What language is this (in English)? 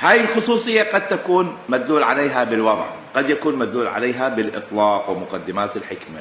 Mesopotamian Arabic